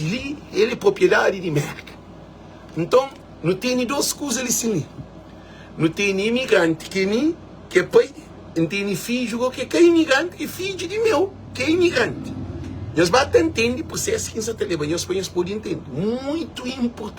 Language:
Kabuverdianu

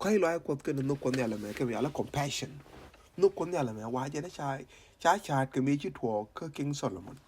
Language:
Nuer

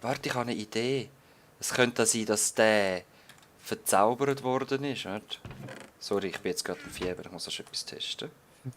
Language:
Swiss German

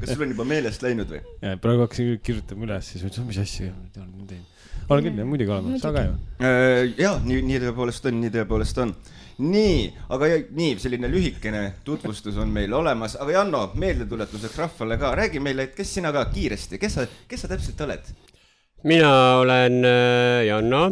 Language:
Estonian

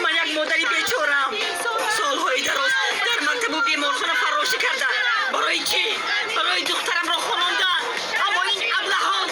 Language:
Tajik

